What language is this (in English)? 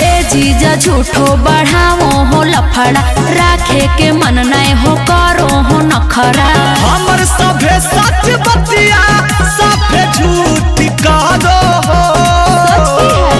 Magahi